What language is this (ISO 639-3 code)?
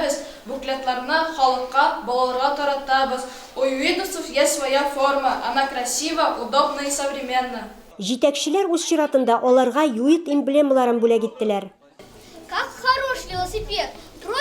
tat